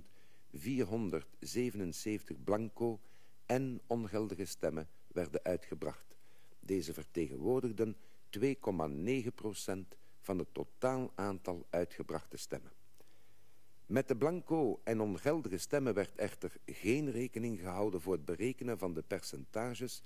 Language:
Dutch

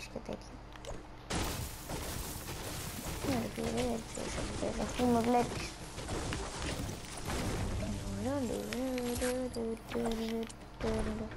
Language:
Greek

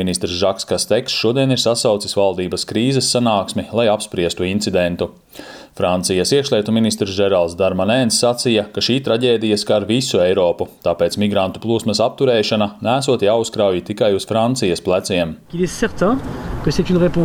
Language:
Latvian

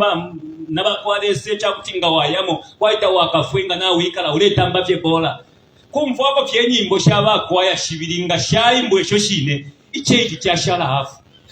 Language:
Bemba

